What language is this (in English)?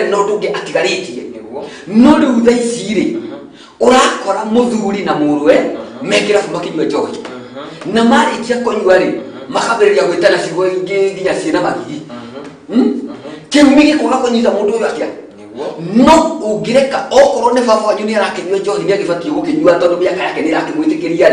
Kikuyu